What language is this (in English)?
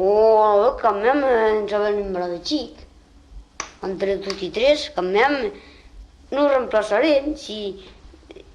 Occitan